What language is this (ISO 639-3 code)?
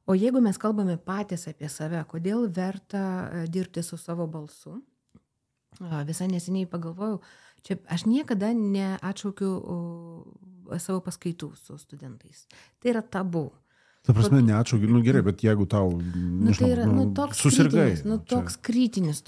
lit